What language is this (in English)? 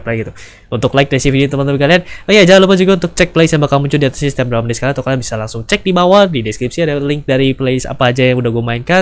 Indonesian